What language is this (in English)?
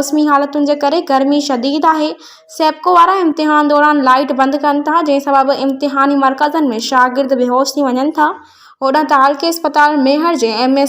Sindhi